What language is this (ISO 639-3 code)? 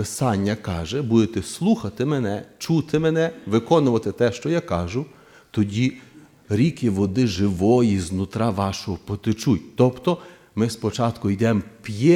ukr